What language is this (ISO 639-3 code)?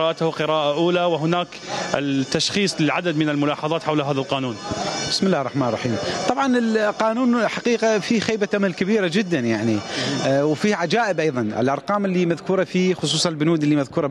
acm